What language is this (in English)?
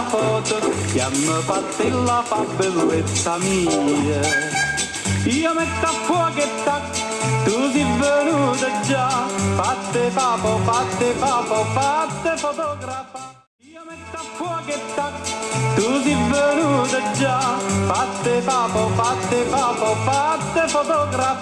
Neapolitan